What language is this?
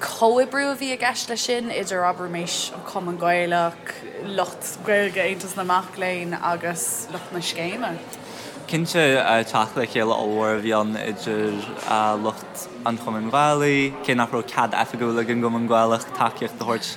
Irish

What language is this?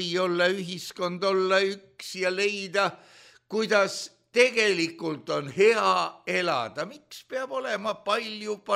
Estonian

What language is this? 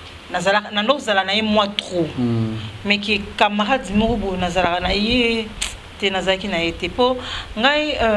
Lingala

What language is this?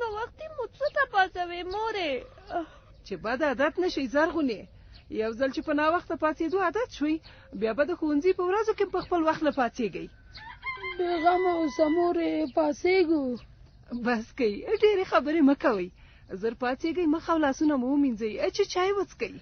Pashto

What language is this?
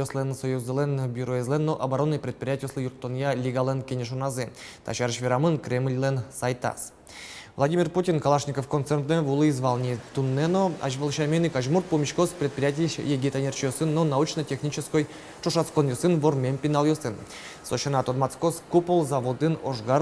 Udmurt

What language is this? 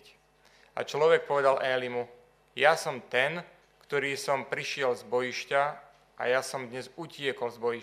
Slovak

